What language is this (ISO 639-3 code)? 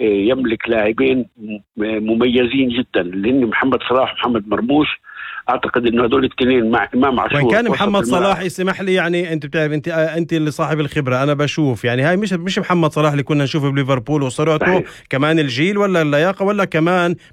apc